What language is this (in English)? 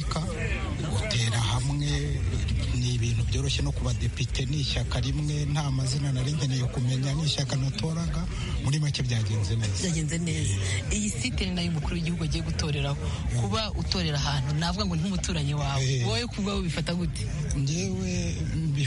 Kinyarwanda